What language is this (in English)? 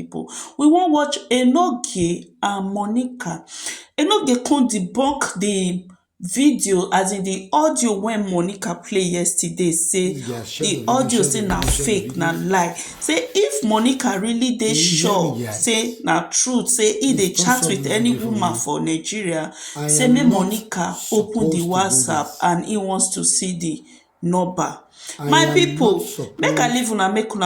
Nigerian Pidgin